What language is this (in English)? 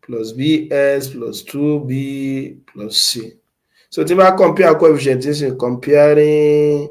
Yoruba